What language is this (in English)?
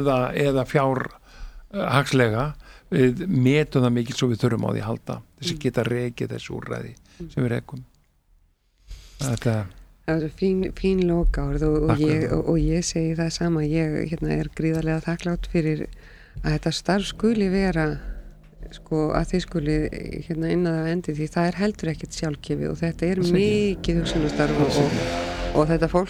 Icelandic